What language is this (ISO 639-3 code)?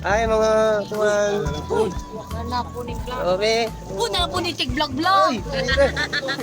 ceb